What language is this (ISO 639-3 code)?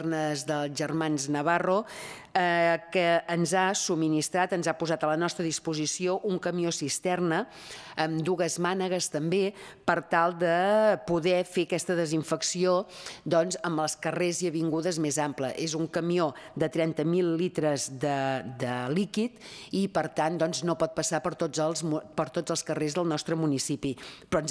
cat